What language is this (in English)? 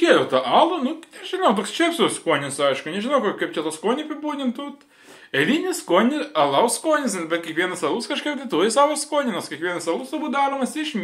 Lithuanian